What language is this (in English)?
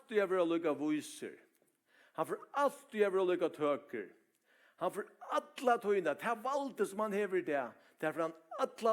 Faroese